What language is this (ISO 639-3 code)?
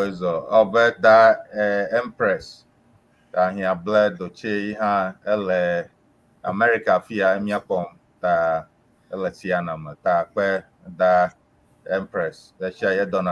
ewe